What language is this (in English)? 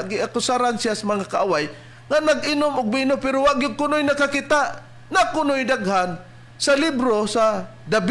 Cebuano